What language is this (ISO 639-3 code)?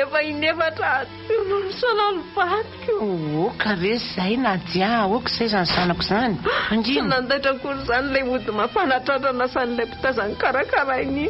mlg